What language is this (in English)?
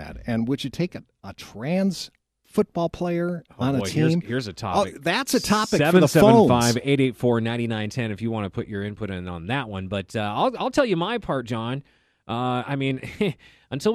English